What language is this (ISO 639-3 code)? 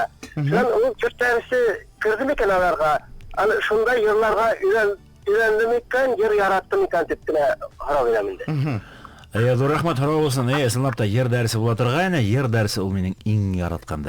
bak